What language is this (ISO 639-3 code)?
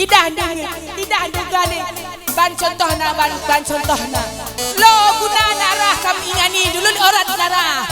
btx